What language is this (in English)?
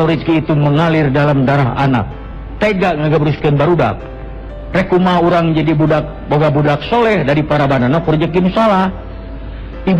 Sundanese